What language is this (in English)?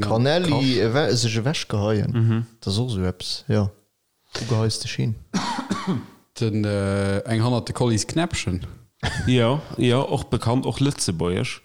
Luxembourgish